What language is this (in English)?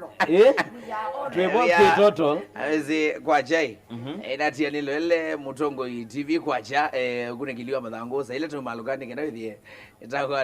Kamba